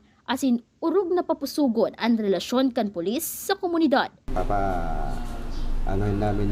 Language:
Bikol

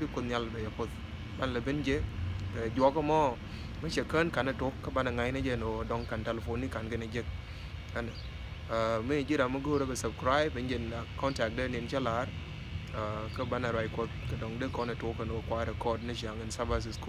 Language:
Nuer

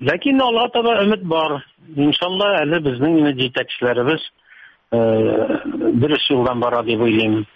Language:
Tatar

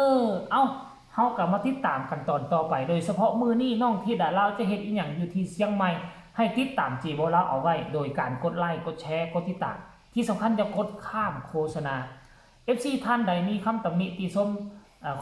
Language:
Northeastern Thai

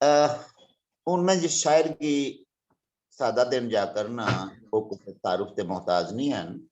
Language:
Dogri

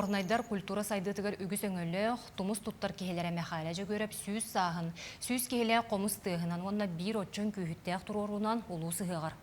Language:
Yakut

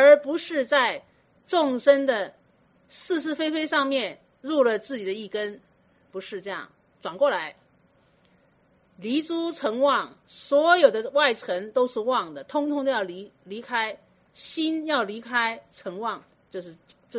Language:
Chinese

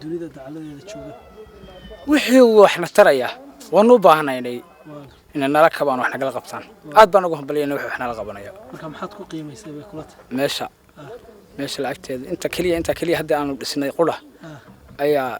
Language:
Somali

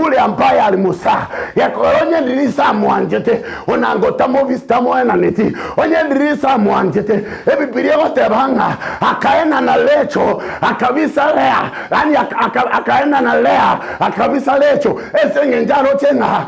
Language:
Gusii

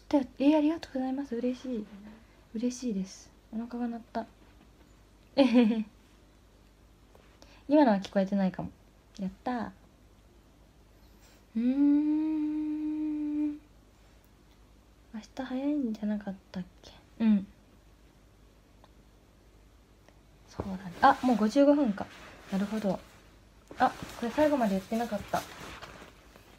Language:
Japanese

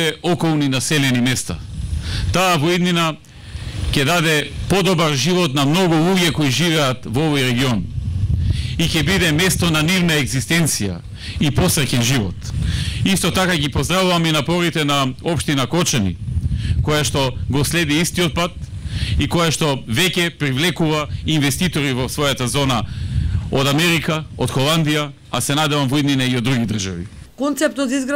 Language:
Macedonian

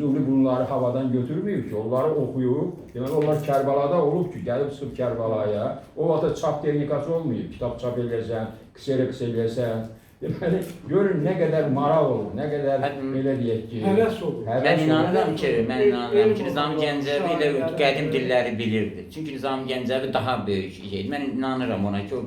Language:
Azerbaijani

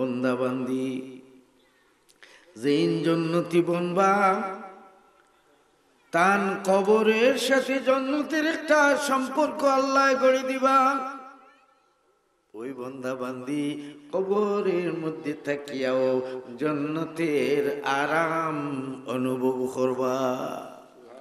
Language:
Sylheti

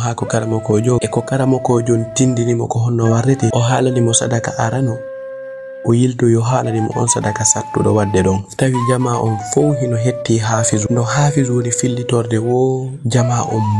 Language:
Fula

